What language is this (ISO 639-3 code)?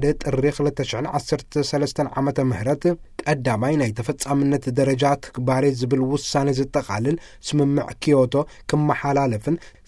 tir